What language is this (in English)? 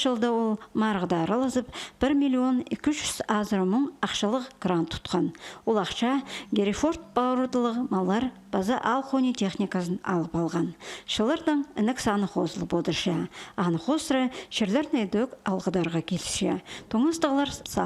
Khakas